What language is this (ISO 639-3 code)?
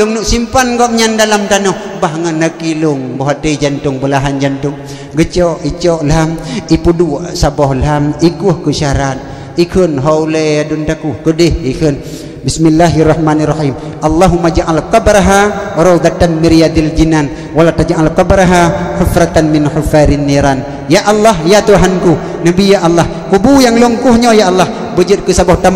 ace